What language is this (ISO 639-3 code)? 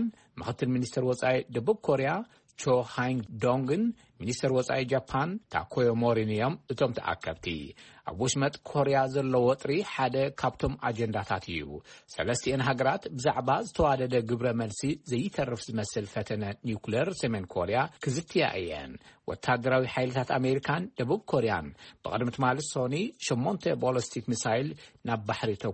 tir